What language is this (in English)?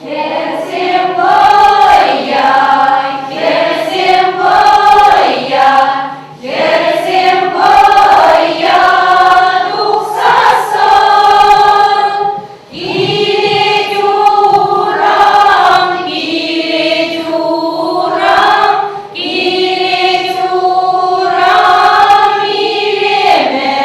Chuvash